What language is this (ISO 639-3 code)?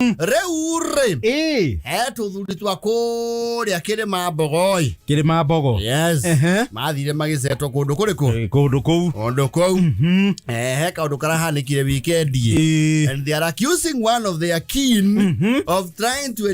kik